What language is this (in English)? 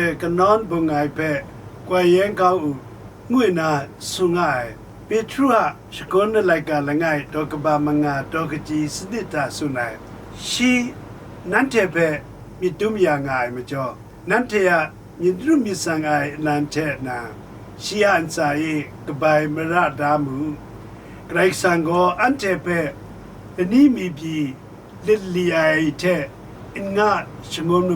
Kachin